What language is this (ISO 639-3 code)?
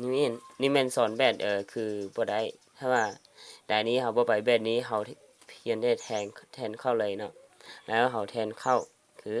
lao